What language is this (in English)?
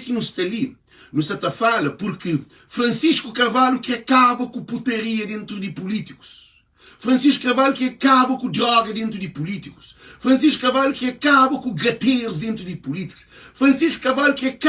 Kabuverdianu